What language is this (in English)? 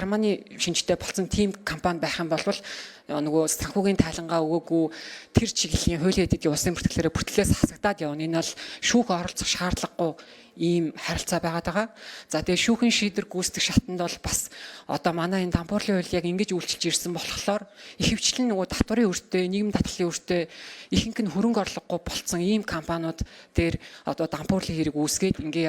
Mongolian